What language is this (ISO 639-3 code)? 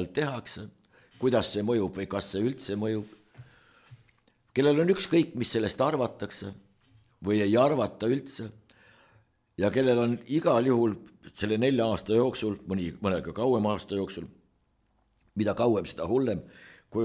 est